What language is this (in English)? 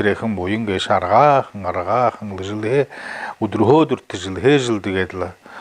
Buriat